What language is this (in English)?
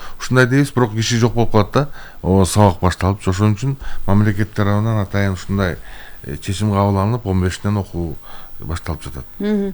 Kyrgyz